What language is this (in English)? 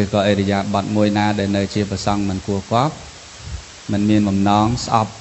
Khmer